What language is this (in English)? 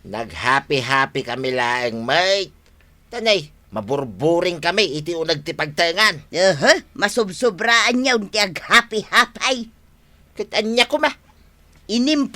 Iloko